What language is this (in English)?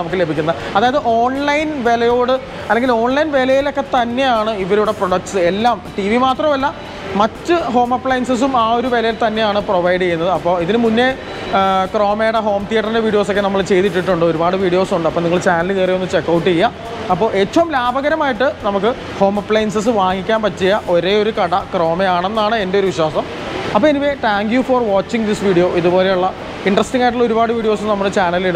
Malayalam